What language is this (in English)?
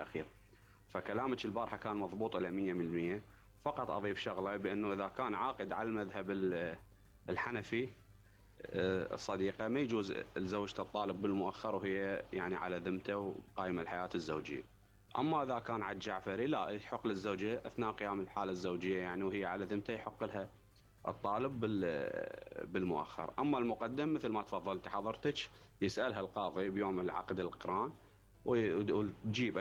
Mesopotamian Arabic